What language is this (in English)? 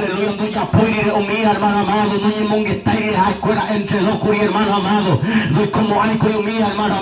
Guarani